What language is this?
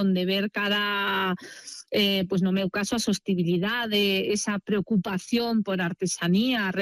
Galician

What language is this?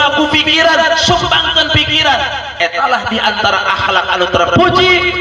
Sundanese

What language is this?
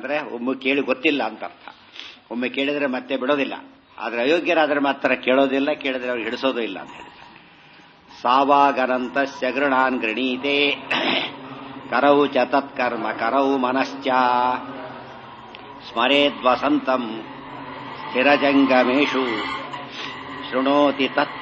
Kannada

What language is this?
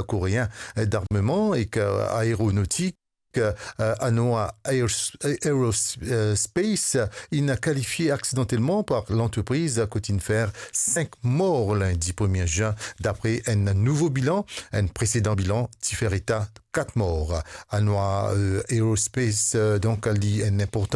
Morisyen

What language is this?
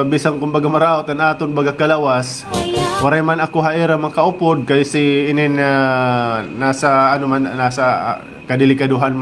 Waray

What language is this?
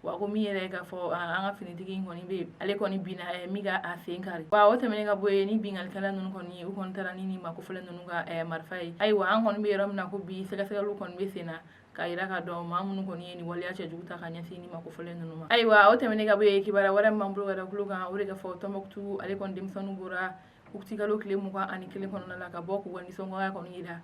Bambara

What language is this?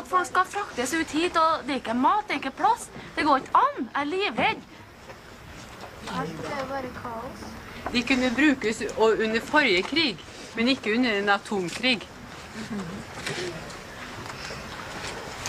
Norwegian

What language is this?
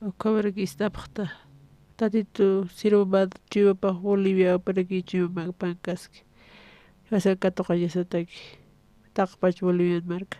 Aymara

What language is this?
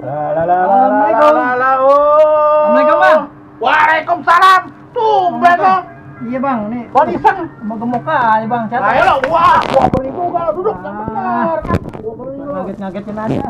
Betawi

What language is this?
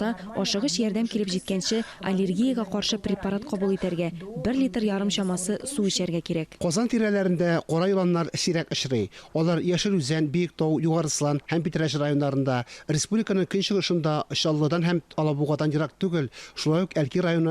Tatar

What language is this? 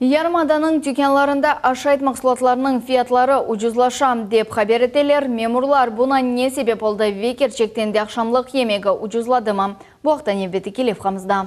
Crimean Tatar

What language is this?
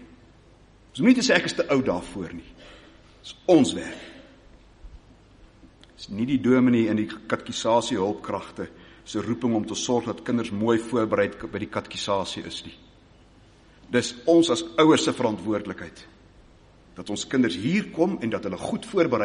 Afrikaans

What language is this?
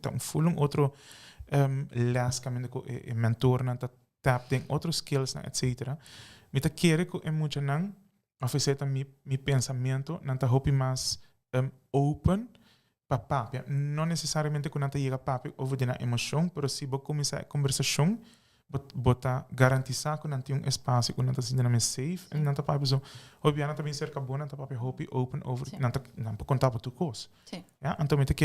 Papiamento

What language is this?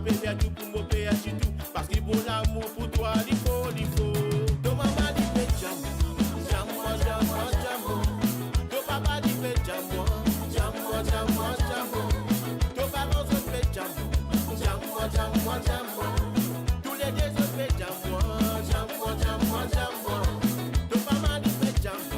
Morisyen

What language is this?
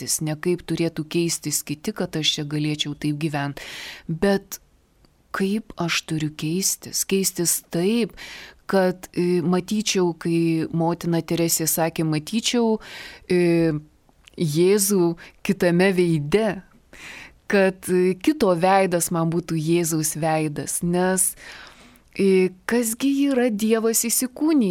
Lithuanian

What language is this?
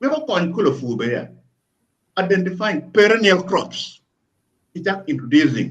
Acoli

